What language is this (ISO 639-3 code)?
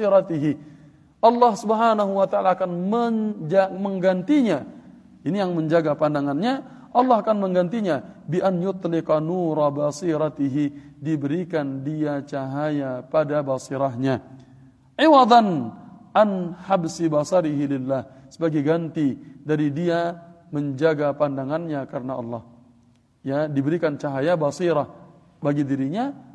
ind